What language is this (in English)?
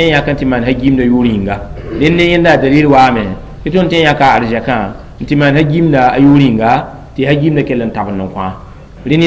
Mossi